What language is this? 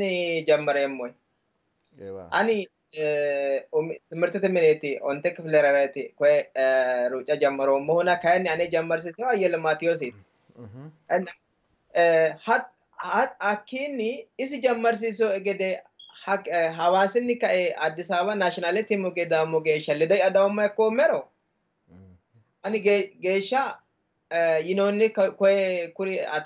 Sidamo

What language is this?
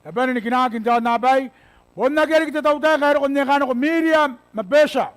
Gilbertese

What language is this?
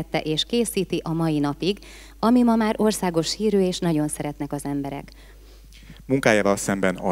Hungarian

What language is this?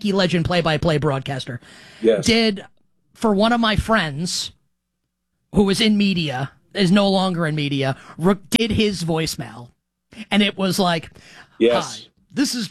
English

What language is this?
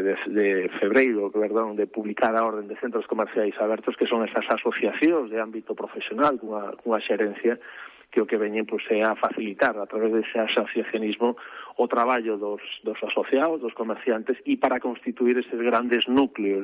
Galician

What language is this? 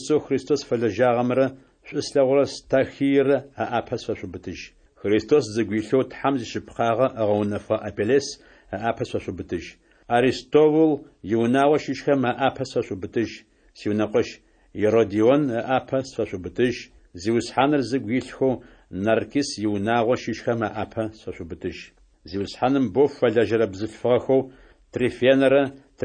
Adyghe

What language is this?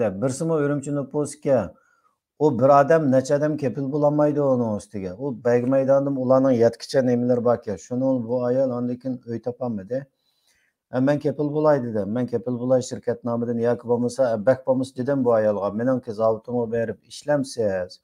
Uyghur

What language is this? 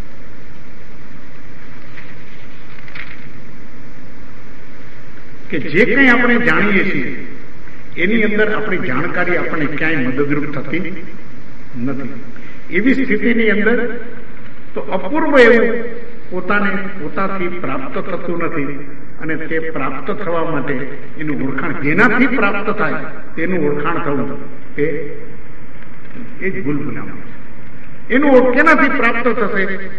Gujarati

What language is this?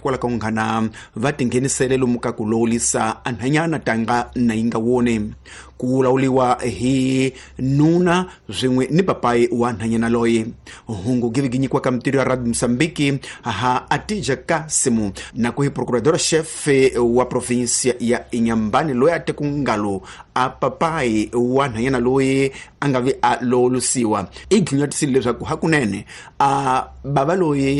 Tsonga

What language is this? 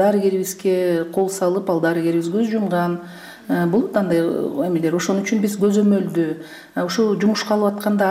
Kyrgyz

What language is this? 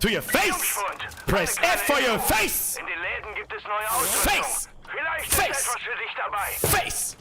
Bavarian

